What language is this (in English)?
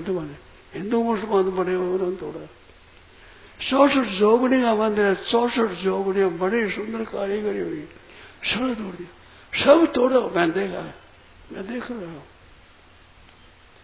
Hindi